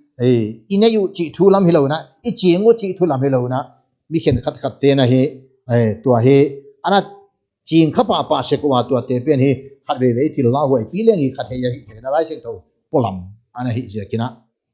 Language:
Paite Chin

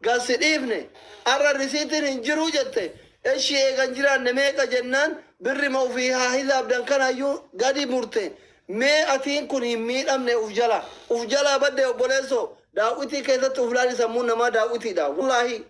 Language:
Oromo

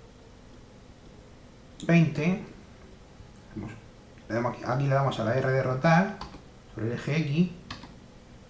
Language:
Spanish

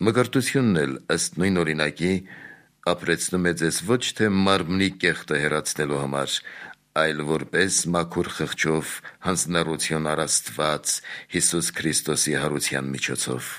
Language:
Armenian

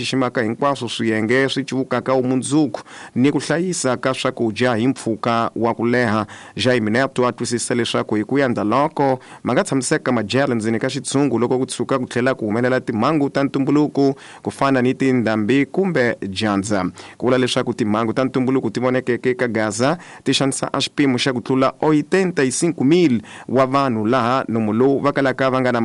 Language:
Tsonga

